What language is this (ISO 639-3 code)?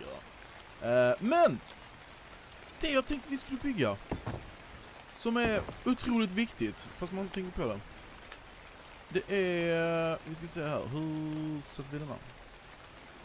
swe